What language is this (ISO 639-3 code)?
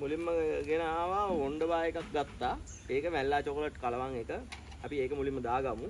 sin